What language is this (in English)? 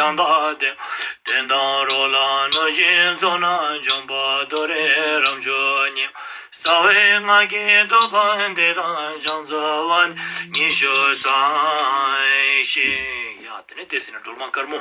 Ladakhi